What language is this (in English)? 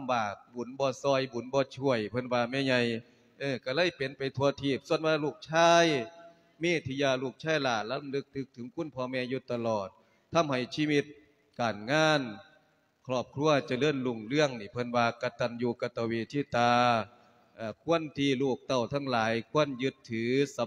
Lao